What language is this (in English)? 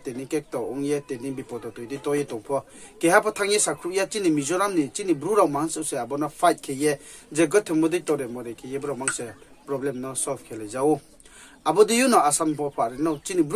Riang (India)